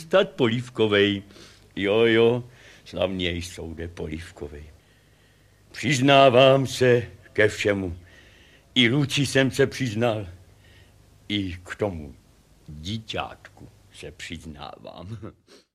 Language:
Czech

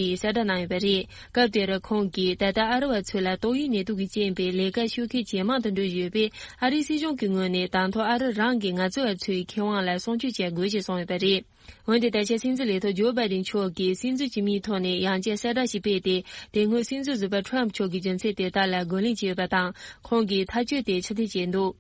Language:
Tibetan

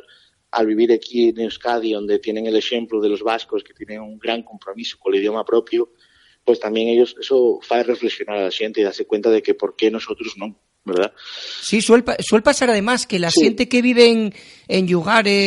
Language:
Asturian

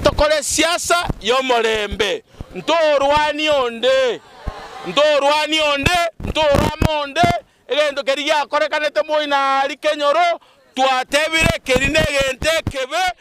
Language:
Gusii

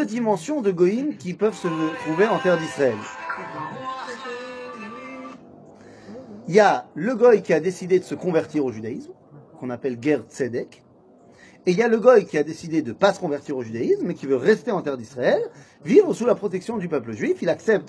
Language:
French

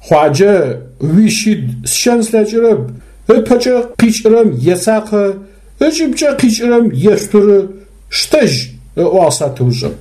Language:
Adyghe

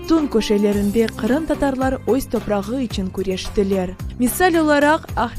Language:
Crimean Tatar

